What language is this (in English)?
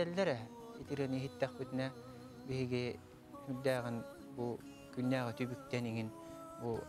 Yakut